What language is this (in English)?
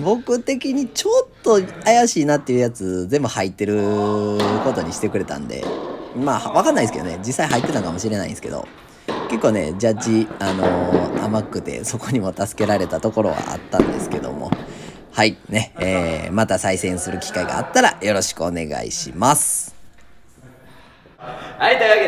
Japanese